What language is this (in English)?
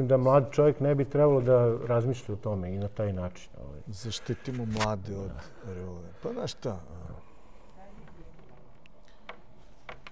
Serbian